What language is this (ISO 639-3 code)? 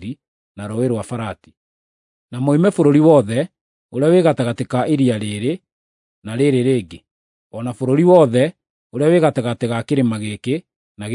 kik